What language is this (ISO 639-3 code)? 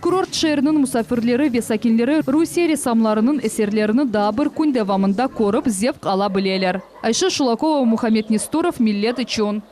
crh